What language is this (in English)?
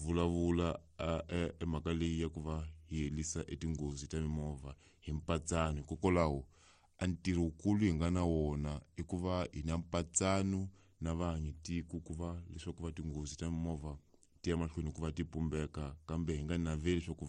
Tsonga